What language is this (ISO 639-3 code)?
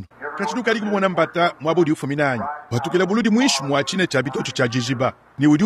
lua